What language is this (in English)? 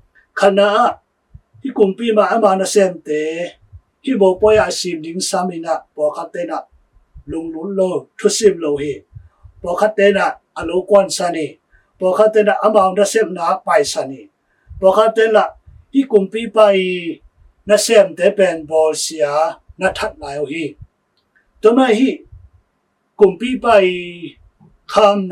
Tedim Chin